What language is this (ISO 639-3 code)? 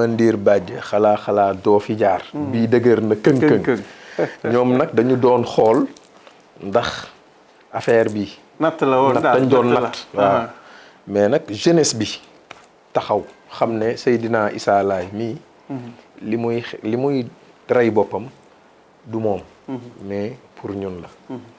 wol